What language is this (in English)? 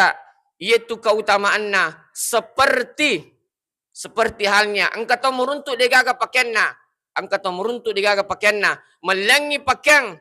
Buginese